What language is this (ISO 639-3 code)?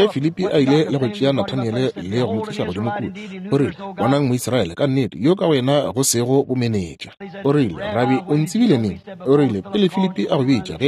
nso